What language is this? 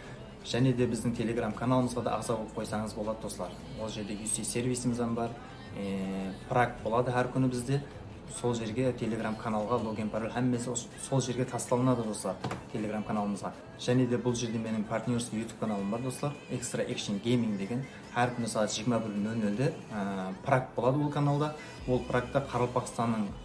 Kara-Kalpak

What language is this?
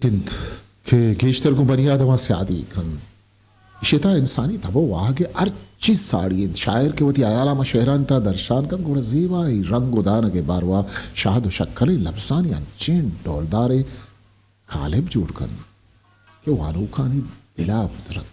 Eastern Balochi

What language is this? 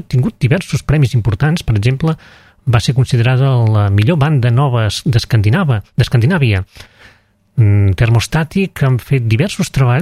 Catalan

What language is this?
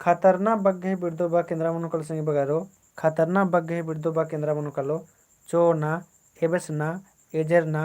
Kurukh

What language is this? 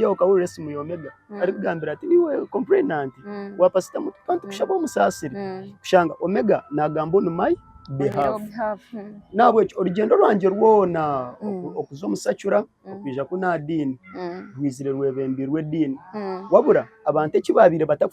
Nyankole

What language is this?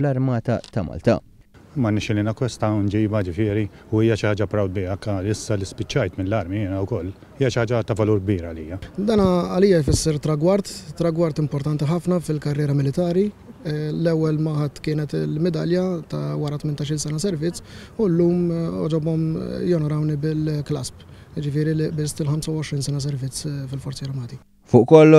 Maltese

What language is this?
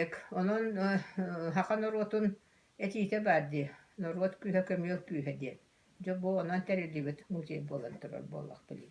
Yakut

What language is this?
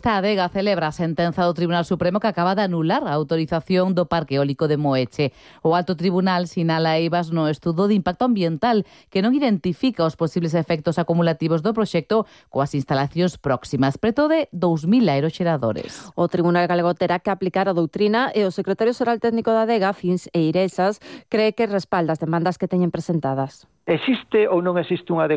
Galician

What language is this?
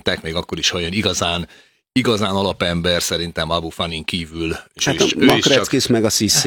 Hungarian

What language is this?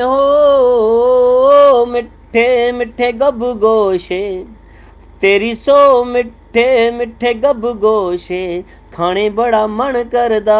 Dogri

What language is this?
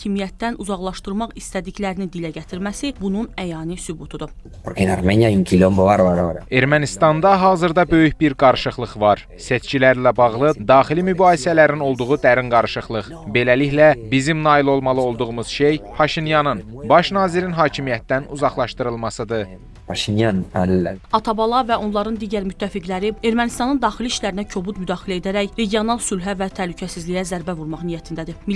Azerbaijani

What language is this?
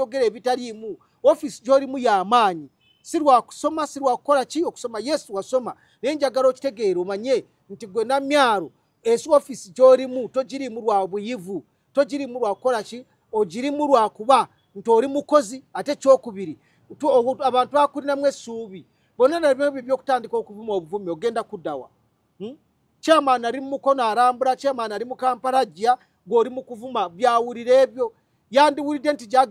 Ganda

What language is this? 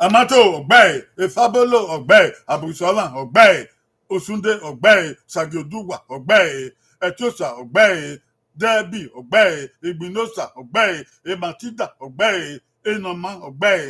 Bini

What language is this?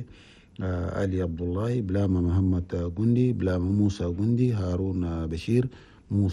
Chadian Arabic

